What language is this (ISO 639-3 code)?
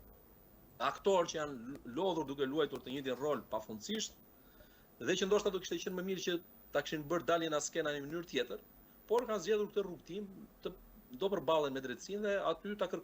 sqi